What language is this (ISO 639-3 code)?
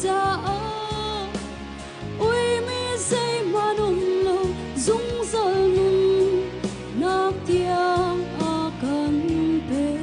cnh